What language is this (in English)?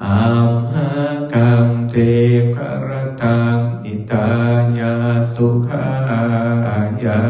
Pali